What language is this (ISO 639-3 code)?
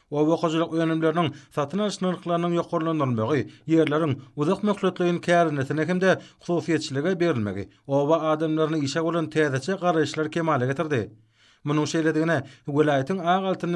tuk